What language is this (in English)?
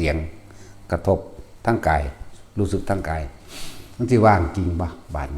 Lao